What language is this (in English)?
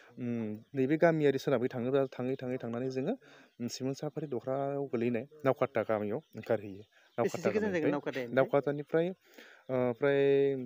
Bodo